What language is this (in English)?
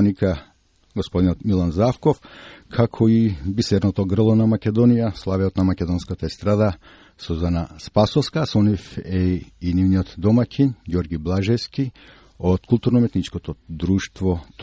Macedonian